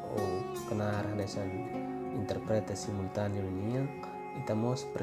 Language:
Tetum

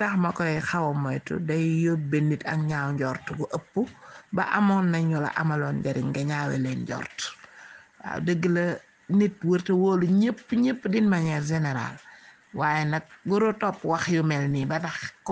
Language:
Wolof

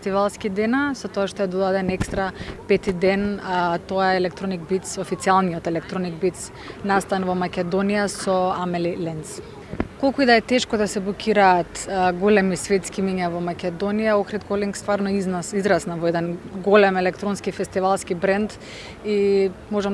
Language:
Macedonian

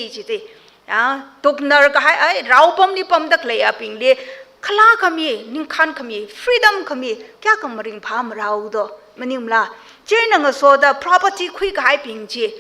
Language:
Tangkhul Naga (India)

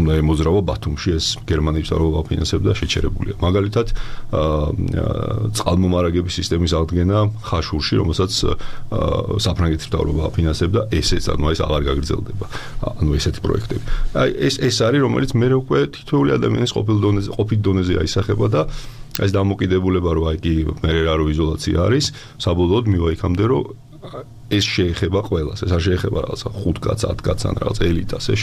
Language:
Georgian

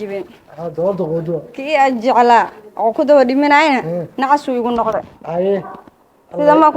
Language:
Somali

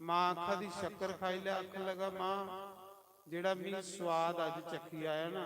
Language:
Dogri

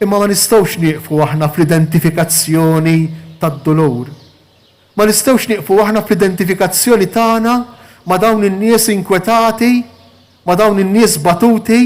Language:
Maltese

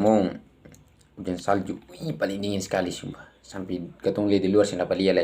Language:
Ambonese Malay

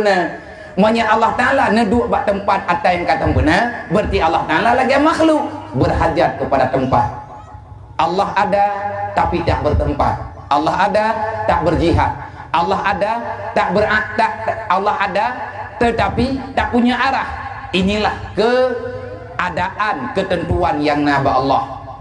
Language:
Achinese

